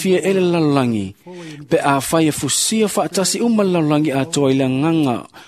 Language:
Samoan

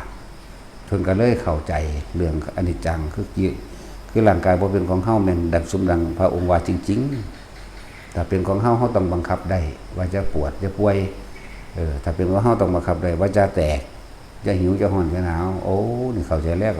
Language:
Northeastern Thai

